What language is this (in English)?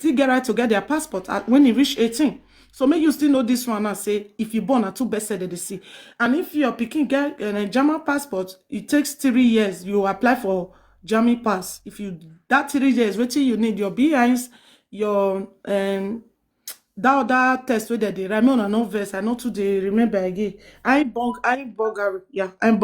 Nigerian Pidgin